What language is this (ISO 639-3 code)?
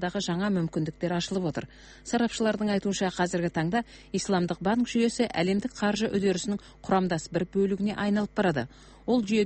kaz